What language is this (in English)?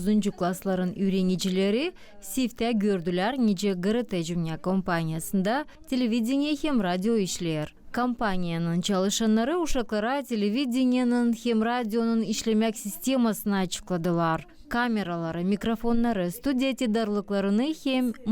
Gagauz